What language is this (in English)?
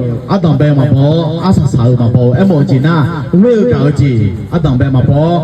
Akha